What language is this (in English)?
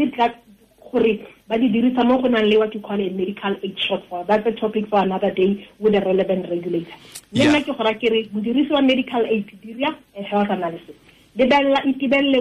Tswana